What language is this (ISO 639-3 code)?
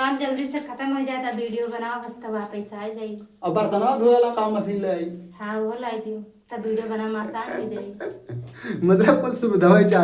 awa